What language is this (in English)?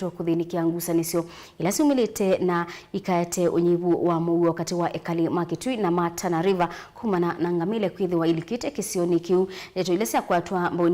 Kamba